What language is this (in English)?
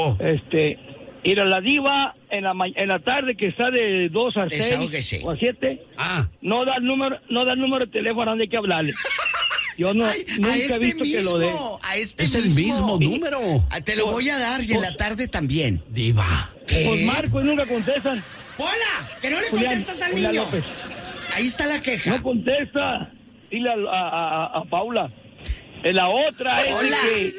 Spanish